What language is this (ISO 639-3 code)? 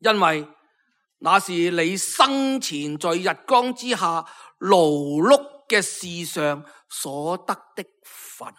yue